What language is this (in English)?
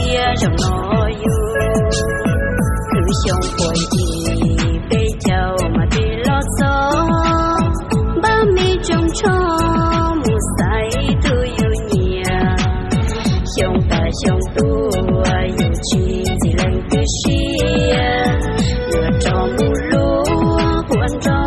Hmong